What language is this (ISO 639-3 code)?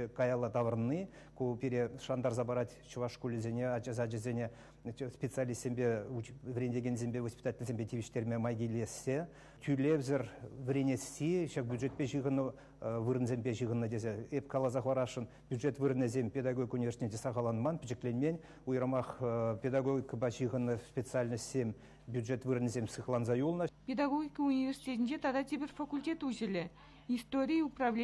chv